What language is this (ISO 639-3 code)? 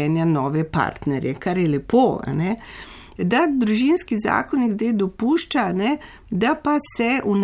slv